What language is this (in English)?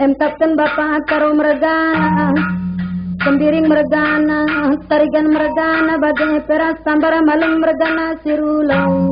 Batak Karo